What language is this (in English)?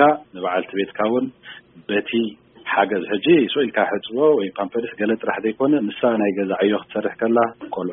Tigrinya